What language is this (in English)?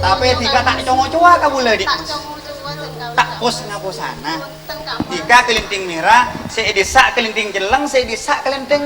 Madurese